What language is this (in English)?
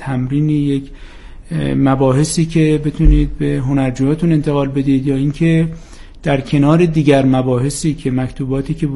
Persian